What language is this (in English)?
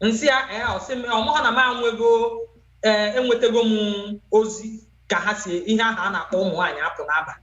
Igbo